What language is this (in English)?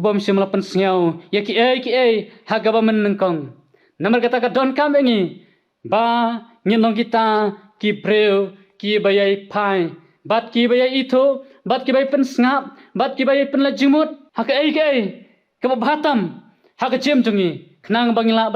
Khasi